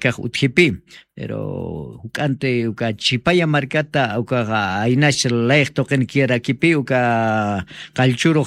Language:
Aymara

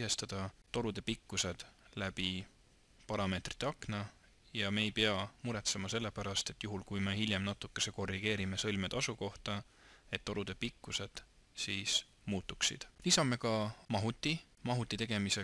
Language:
Estonian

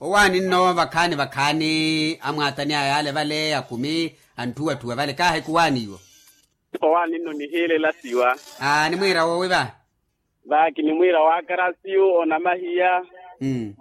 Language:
Makhuwa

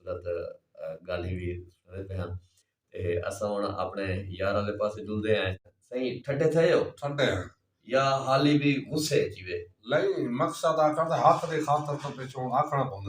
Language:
Saraiki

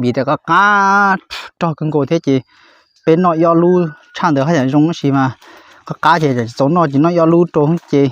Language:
Hmong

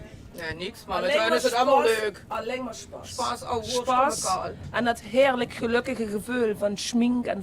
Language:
Limburgish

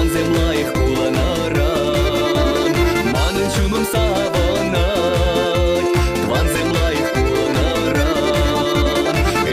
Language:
Chuvash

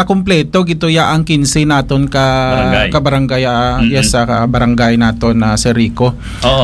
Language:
Hiligaynon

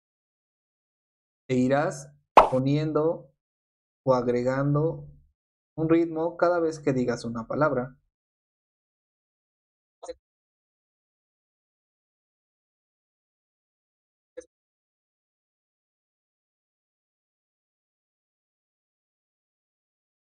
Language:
Spanish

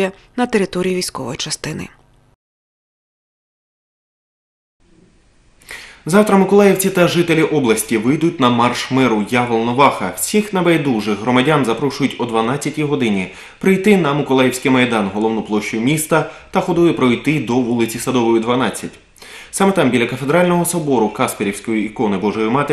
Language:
Ukrainian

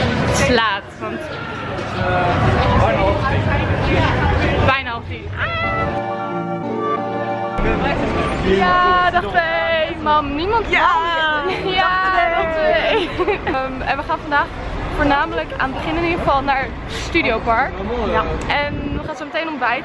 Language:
Dutch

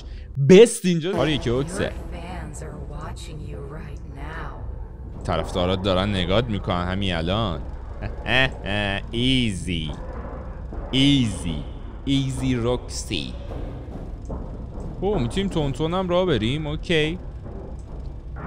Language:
Persian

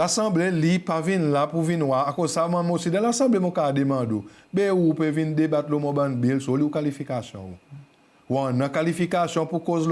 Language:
Seselwa Creole French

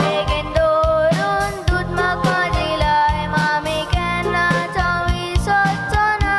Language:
Konkani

